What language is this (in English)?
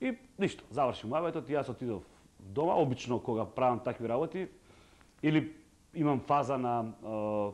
Macedonian